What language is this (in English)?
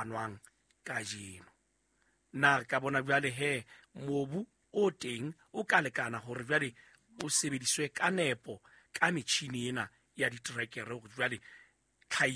Southern Sotho